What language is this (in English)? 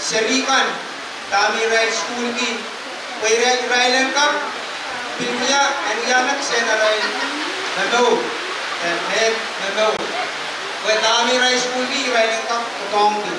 Pohnpeian